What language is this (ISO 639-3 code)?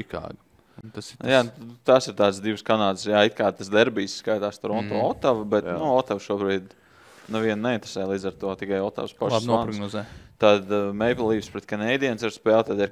lav